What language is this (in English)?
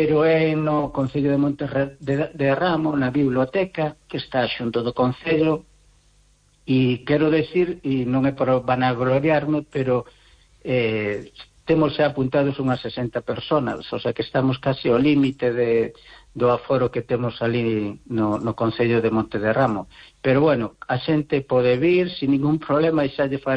Galician